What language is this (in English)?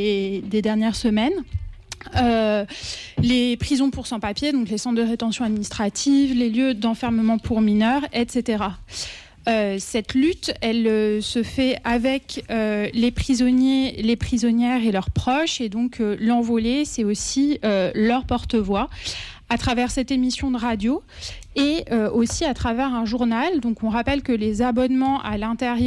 French